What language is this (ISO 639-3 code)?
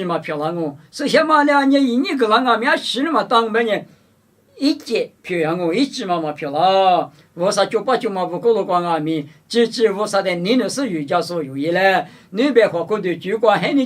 lis